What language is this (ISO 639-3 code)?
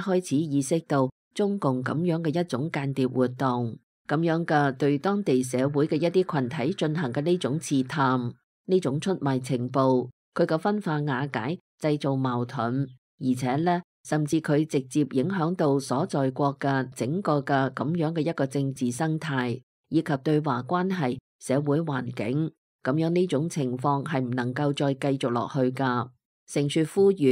yue